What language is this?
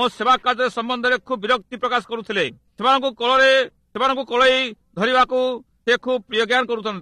Odia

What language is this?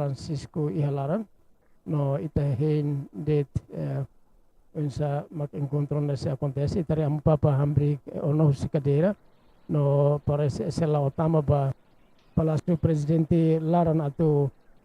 Tetum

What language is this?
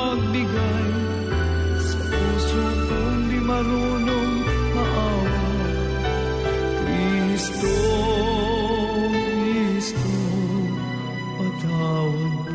Filipino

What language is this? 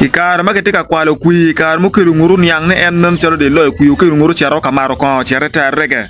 Acoli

